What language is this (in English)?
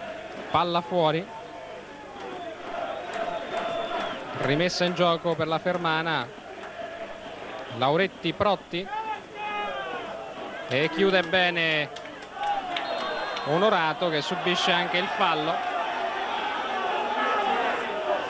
Italian